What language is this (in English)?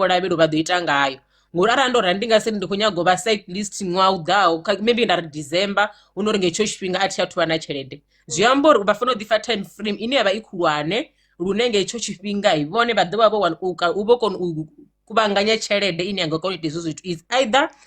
Venda